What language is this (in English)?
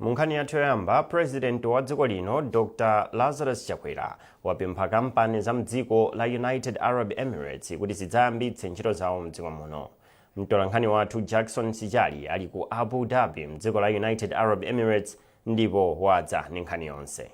Nyanja